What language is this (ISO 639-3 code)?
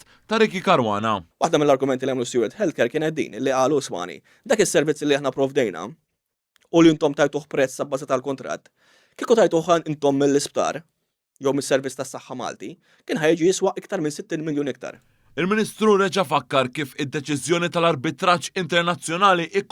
mlt